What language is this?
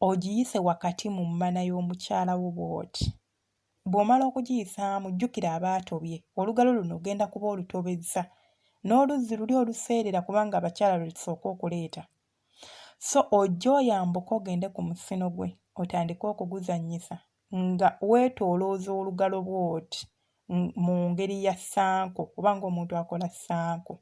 Ganda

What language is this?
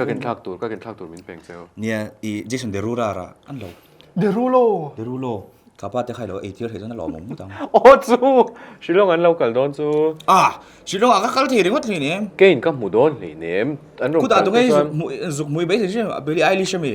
Mizo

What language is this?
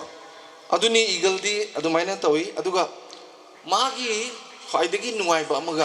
Manipuri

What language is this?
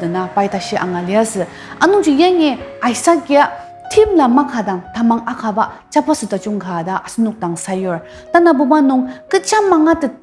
Ao Naga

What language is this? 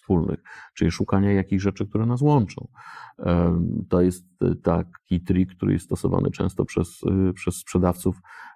Polish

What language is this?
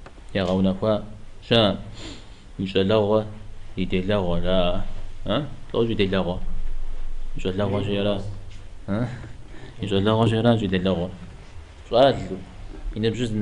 Kabardian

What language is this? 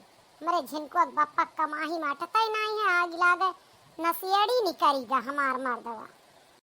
Awadhi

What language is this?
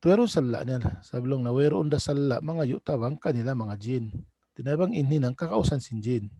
Tausug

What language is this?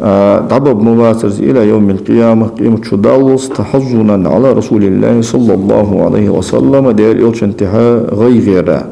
Ingush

